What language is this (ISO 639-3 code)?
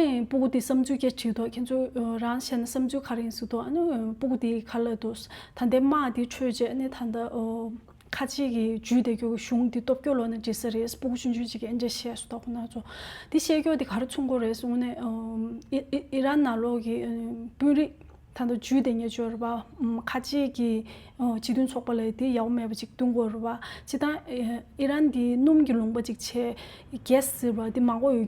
bod